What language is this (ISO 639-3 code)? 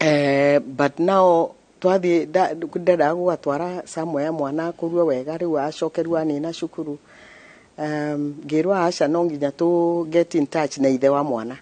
kik